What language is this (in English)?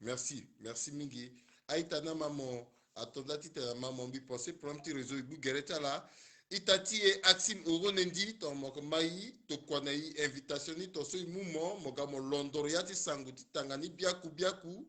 Sango